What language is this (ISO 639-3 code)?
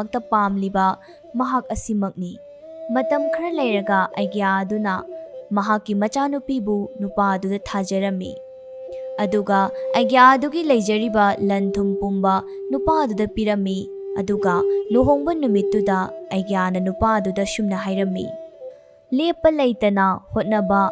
mni